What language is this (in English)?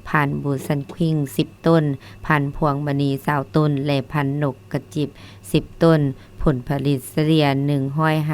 Lao